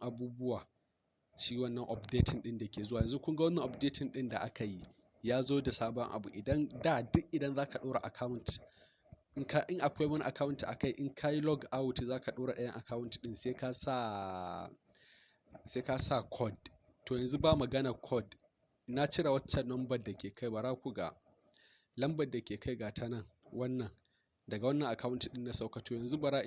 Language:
Hausa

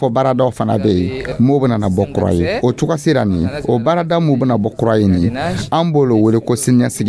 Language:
Dyula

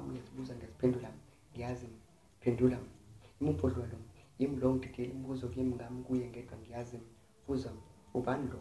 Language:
Zulu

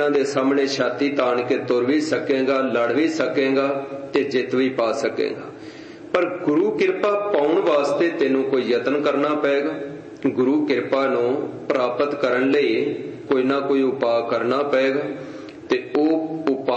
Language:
Punjabi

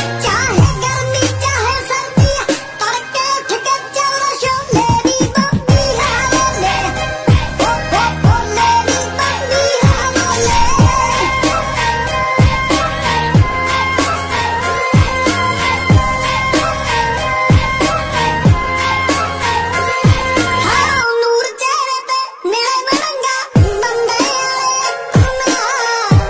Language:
Punjabi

